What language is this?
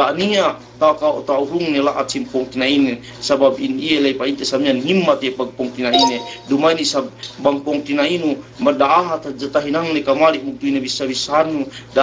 Yakan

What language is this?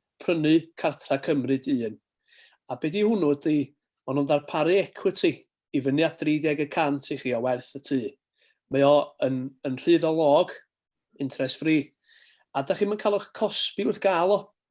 Welsh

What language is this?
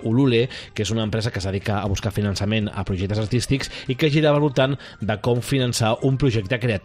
Catalan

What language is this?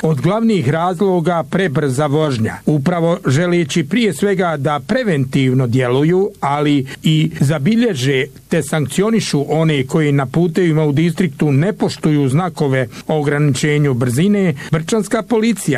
Bosnian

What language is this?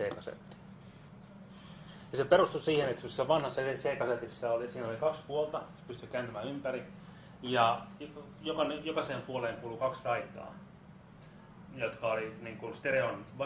Finnish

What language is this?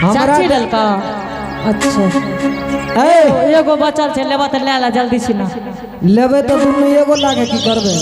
Angika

